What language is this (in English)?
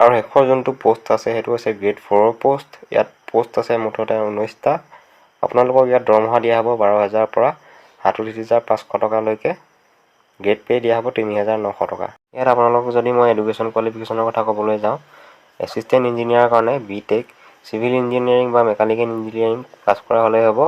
Assamese